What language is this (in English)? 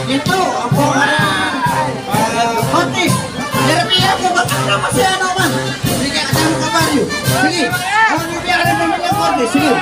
Pampanga